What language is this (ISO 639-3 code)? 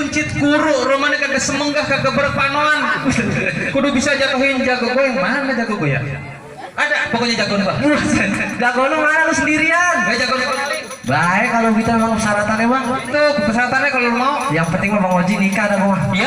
bew